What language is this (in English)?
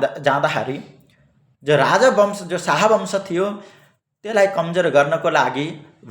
Nepali